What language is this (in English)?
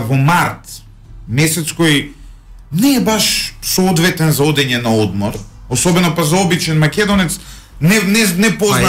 Macedonian